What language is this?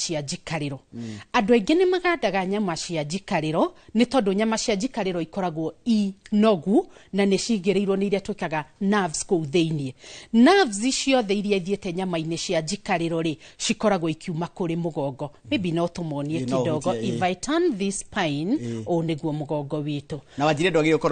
Kikuyu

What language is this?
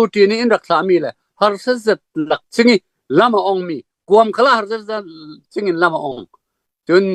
Falam Chin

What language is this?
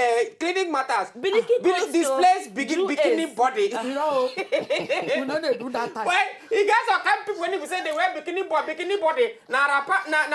Nigerian Pidgin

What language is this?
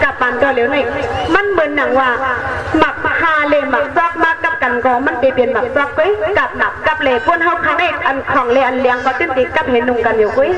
Shan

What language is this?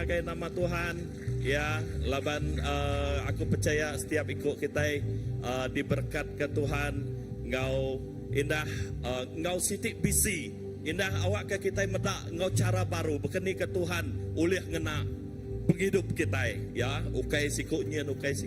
Iban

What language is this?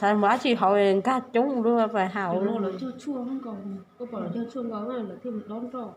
Hmong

